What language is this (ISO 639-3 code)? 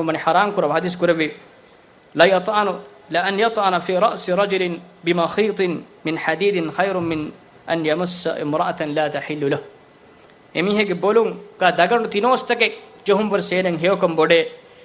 div